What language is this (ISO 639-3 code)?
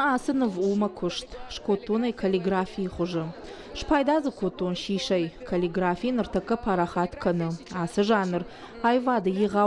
oss